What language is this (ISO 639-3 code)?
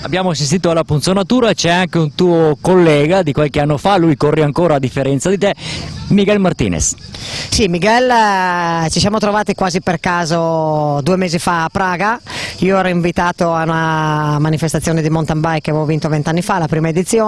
ita